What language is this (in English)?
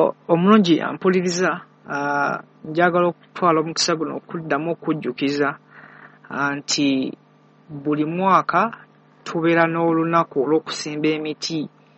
Ganda